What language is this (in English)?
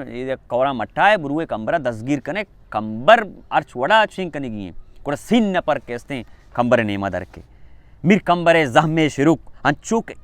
Baluchi